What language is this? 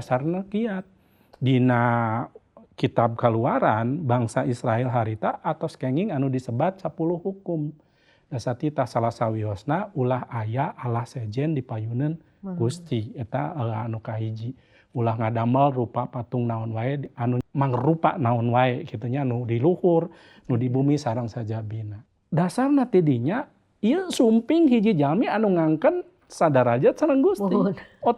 Sundanese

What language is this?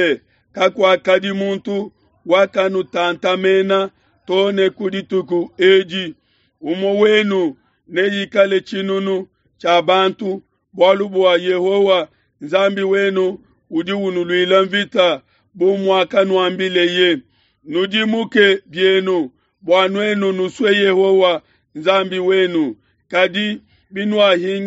Luba-Lulua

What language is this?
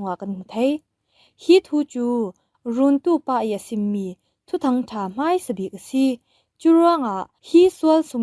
Falam Chin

